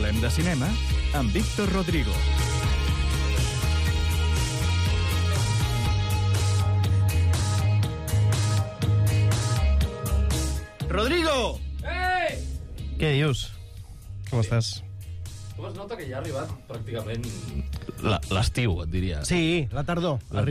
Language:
Catalan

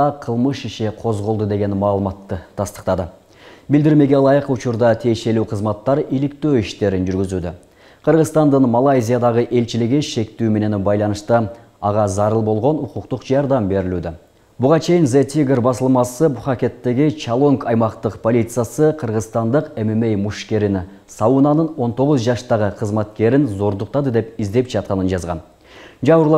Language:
Kyrgyz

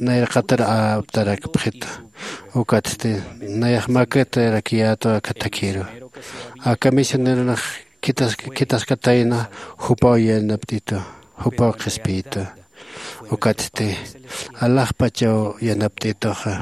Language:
Aymara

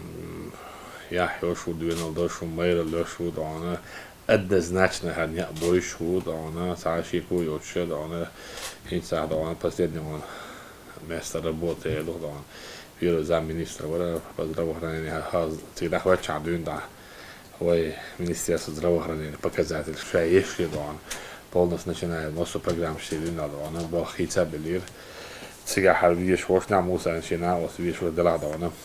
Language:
Chechen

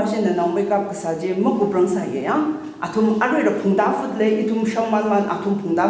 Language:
Tangkhul Naga (India)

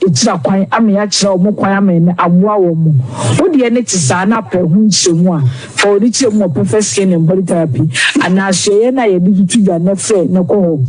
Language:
Akan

